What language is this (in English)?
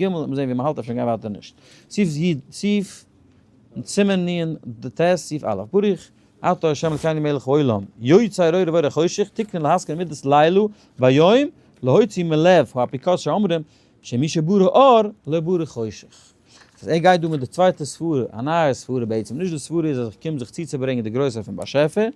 Yiddish